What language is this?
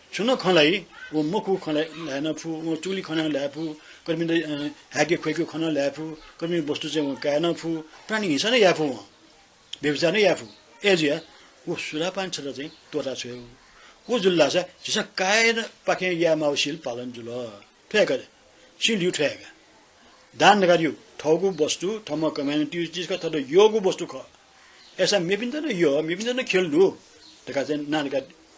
Newari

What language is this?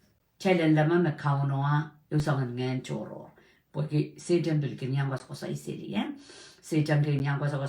Pohnpeian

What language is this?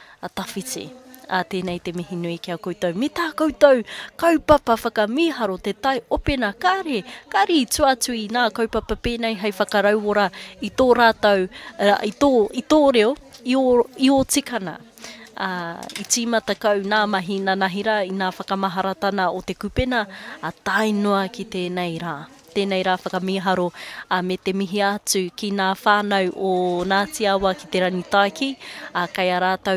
Māori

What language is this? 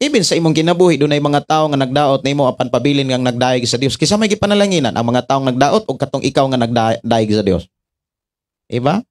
Cebuano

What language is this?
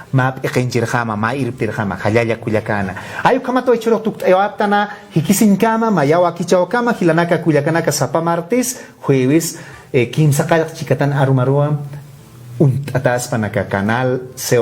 Aymara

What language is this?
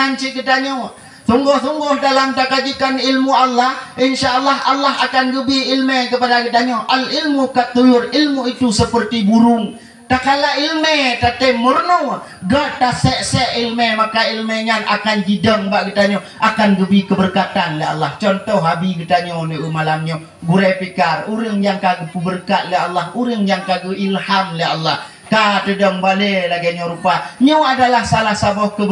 Achinese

